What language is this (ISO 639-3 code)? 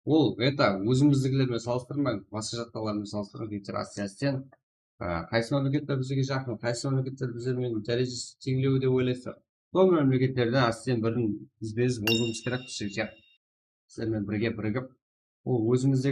kaa